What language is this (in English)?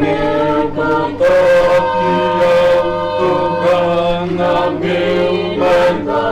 Fijian